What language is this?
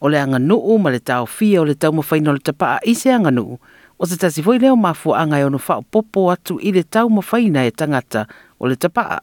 Samoan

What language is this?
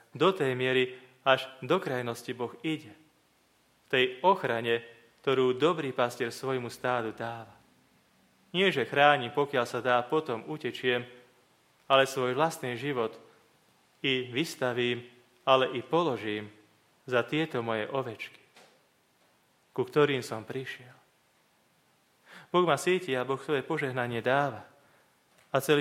Slovak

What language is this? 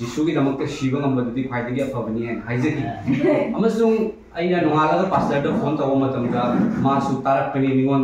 Manipuri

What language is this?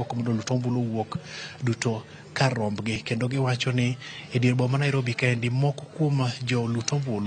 Luo (Kenya and Tanzania)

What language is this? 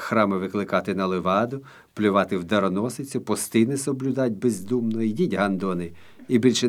Ukrainian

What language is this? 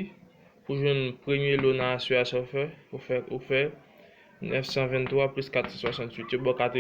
Haitian Creole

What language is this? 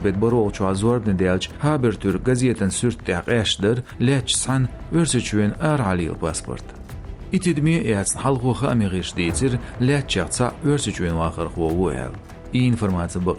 Chechen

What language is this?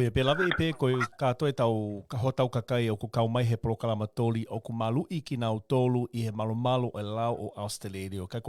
Tongan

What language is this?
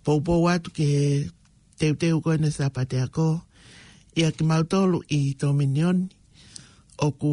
Tongan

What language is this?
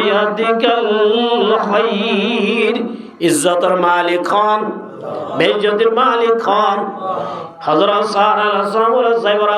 Rohingya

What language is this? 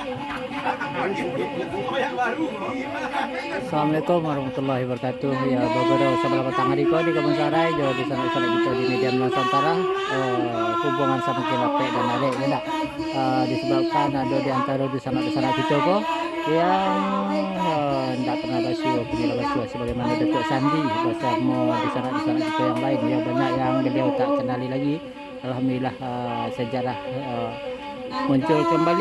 Minangkabau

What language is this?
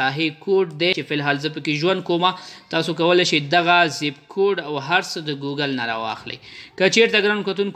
Pashto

